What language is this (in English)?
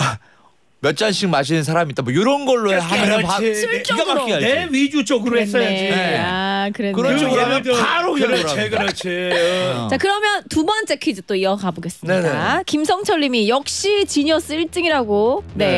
Korean